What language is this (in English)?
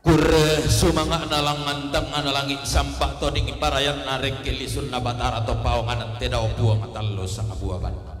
Toraja-Sa'dan